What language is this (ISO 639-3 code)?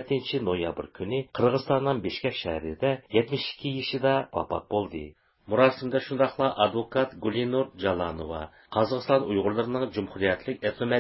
uig